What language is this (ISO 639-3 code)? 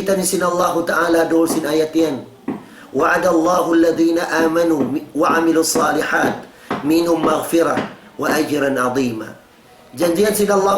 tsg